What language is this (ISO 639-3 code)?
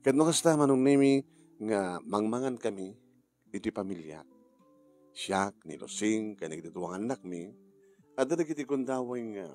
ilo